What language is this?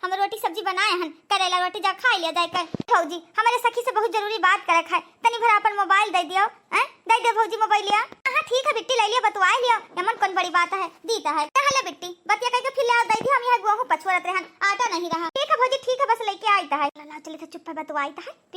Awadhi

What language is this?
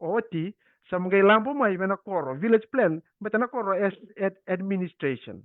Fijian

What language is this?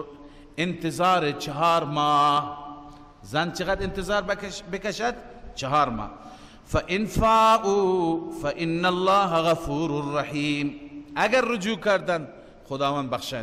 Persian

